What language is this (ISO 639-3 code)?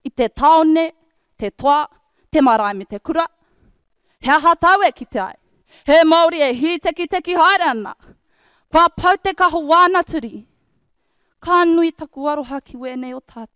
mri